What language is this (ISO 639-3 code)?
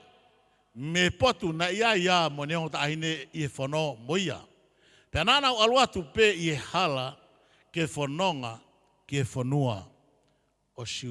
ton